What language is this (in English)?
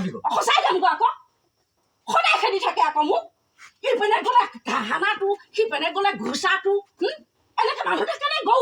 Assamese